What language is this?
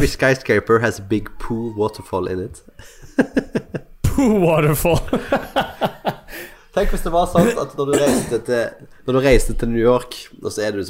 Norwegian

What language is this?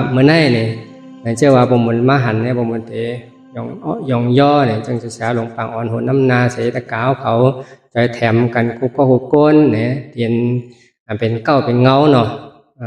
Shan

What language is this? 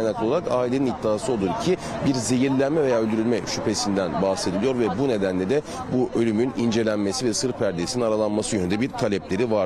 Turkish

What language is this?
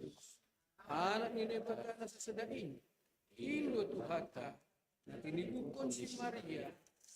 Batak Simalungun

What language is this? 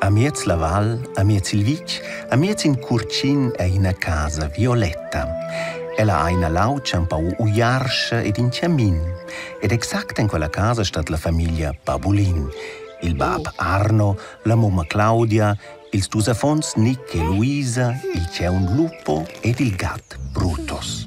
Romansh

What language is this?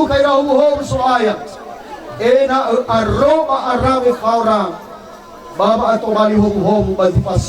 Nias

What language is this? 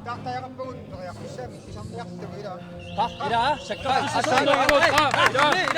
Kalaallisut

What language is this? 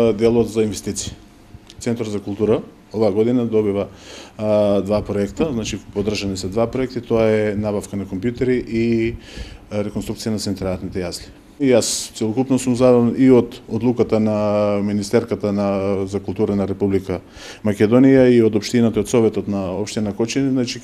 Macedonian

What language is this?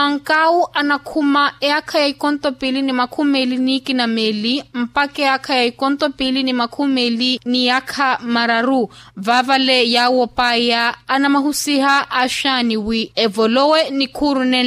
Makhuwa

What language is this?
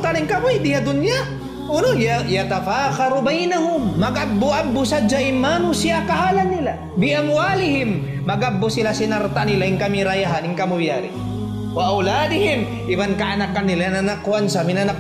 Tausug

